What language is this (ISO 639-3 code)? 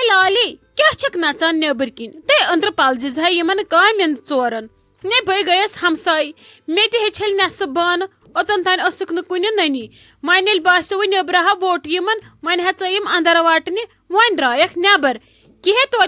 kas